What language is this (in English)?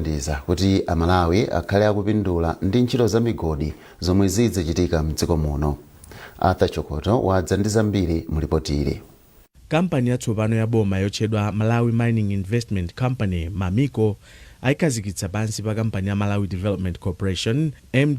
Nyanja